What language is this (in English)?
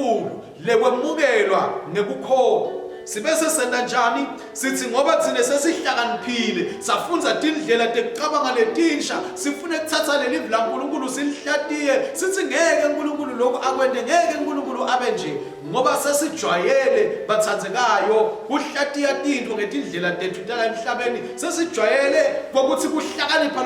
Swati